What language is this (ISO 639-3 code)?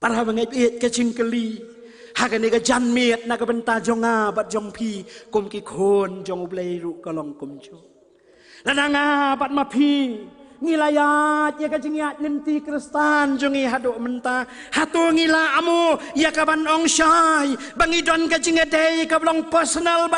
kha